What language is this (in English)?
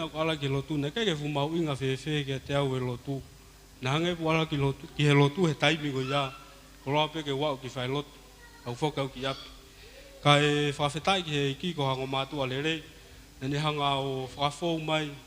Tongan